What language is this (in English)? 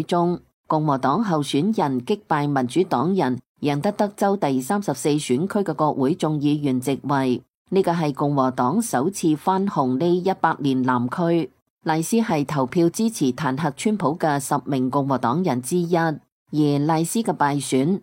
Cantonese